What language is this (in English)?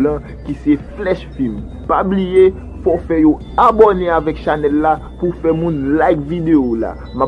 Haitian Creole